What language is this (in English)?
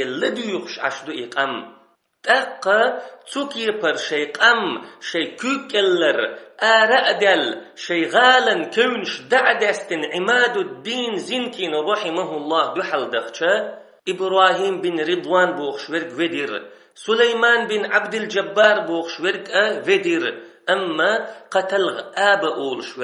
Chechen